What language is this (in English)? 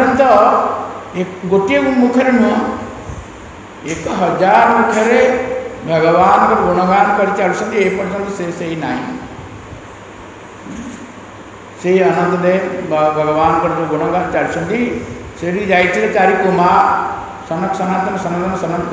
Odia